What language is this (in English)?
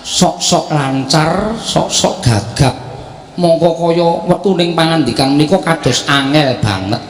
Javanese